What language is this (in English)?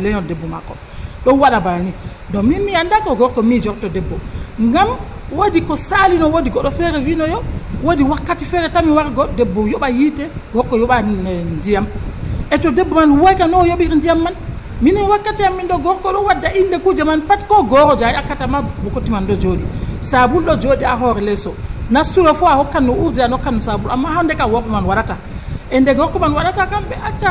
Nigerian Fulfulde